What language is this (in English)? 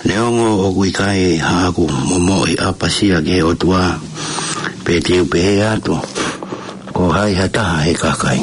Tongan